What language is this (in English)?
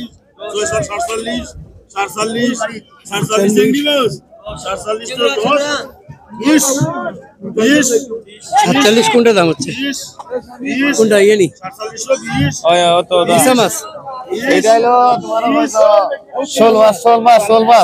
Sylheti